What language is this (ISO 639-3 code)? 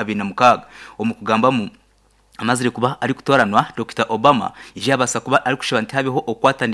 nyn